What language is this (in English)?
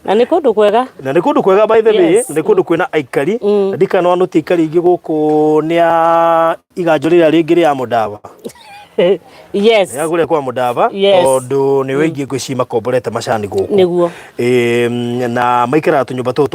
Kikuyu